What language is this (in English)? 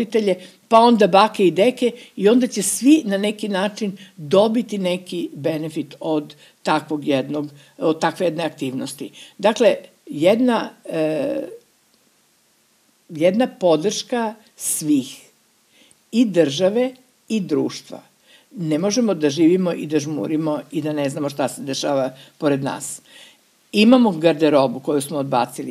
Serbian